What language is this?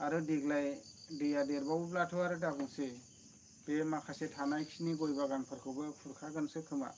Bodo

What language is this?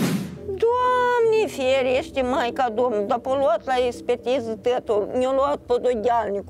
Romanian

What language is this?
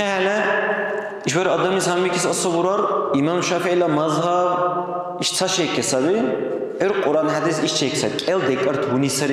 Dargwa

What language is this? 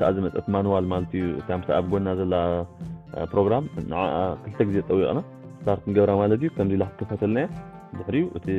Tigrinya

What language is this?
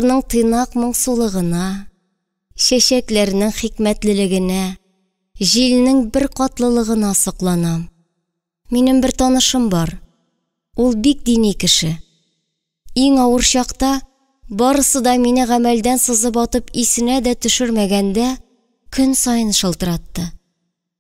Tatar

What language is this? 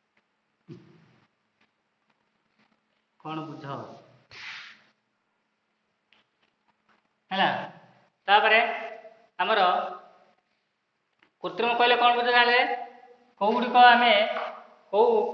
Odia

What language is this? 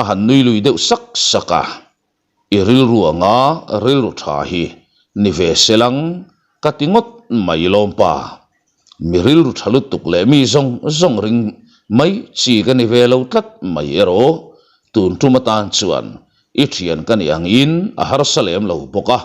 Mizo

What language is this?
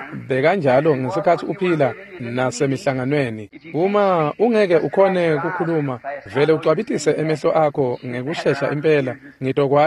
Swati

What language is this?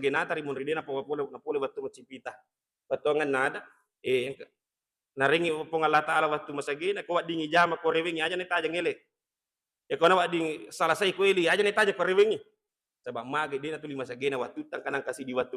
Buginese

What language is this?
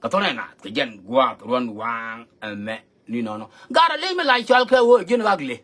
Nuer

